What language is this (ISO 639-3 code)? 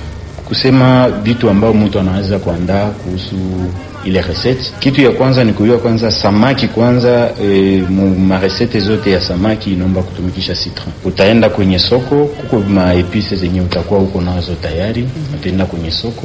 swa